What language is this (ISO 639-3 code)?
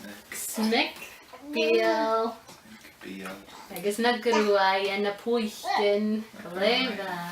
gla